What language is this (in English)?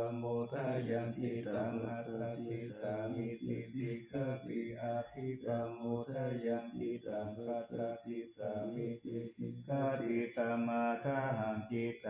Pali